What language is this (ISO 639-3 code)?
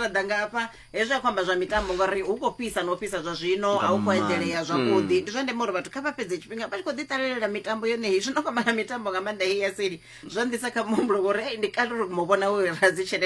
ven